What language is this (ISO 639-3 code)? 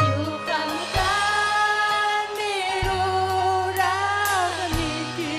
quy